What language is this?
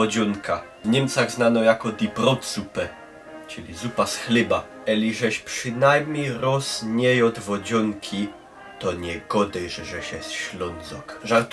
Silesian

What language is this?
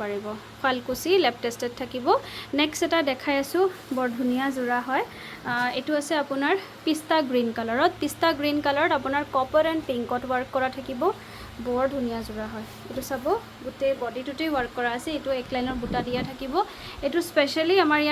Assamese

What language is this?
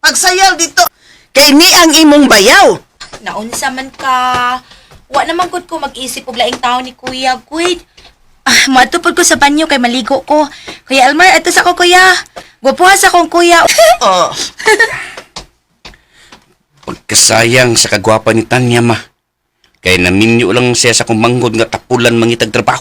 Cebuano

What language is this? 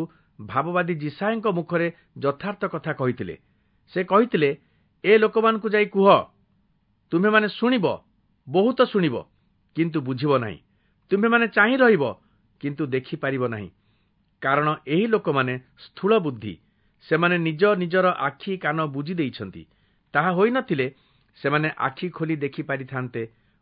Odia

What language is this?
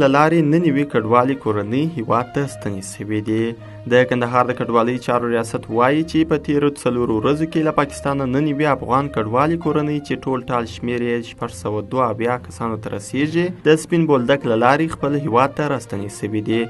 Pashto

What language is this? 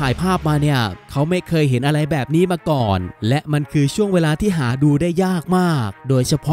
Thai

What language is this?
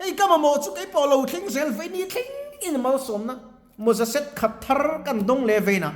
Mizo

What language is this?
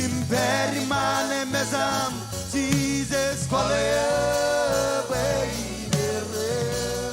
Marshallese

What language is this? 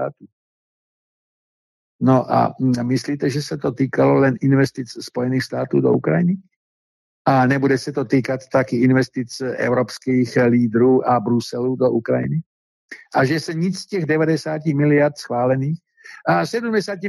Czech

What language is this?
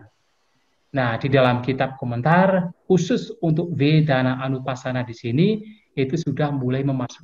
Indonesian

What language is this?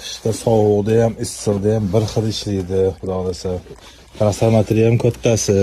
Uzbek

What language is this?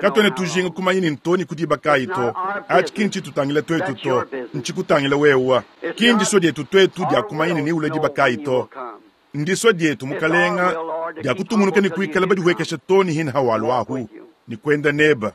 Luba-Lulua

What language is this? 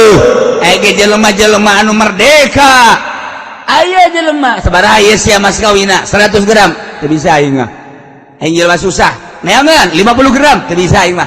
Sundanese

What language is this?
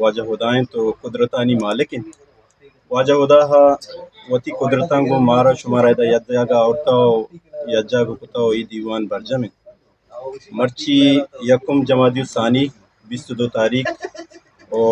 Eastern Balochi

